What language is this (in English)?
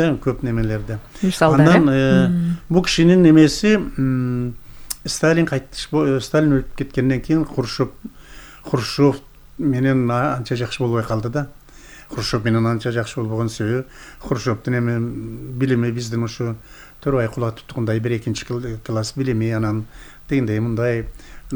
Kyrgyz